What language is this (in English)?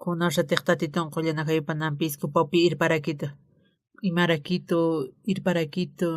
Aymara